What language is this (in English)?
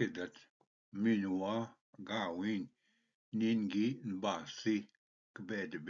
Ojibwa